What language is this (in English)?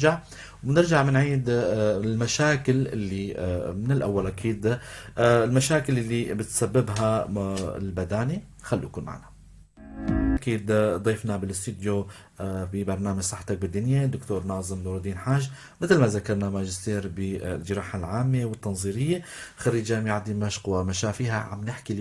North Levantine Arabic